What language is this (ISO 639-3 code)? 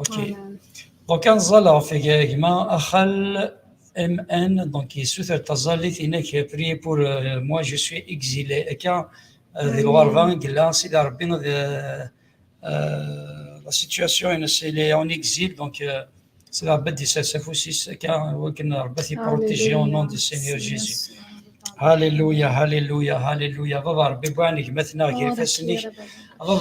kab